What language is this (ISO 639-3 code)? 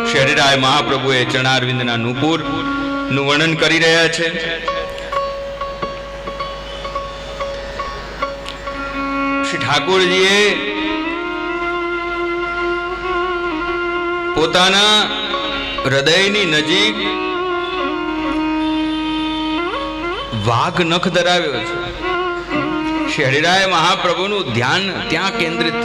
guj